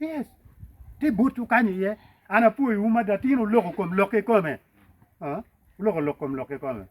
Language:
Acoli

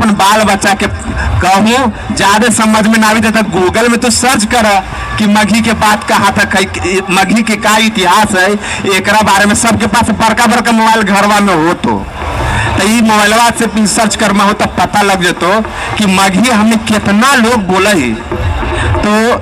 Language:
Magahi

